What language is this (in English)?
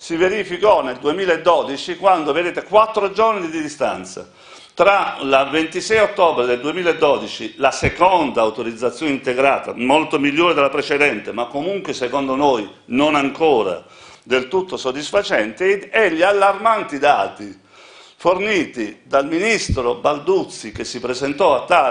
Italian